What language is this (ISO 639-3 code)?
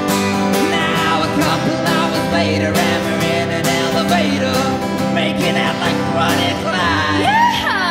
eng